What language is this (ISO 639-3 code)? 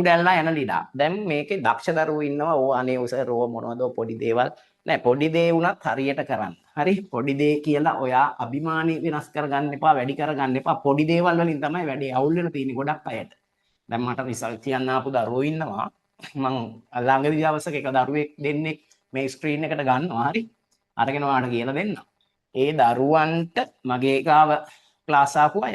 sin